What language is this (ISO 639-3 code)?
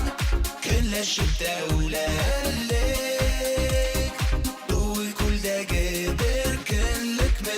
bak